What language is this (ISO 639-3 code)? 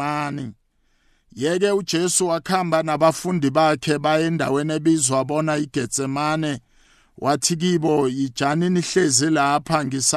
nbl